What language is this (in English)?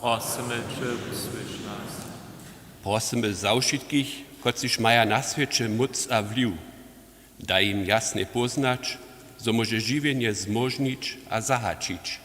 Upper Sorbian